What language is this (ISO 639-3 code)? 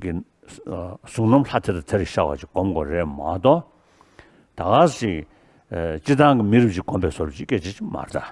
bod